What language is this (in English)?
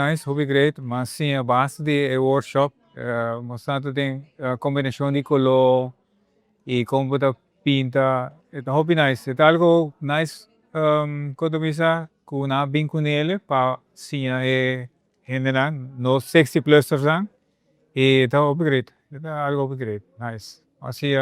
Papiamento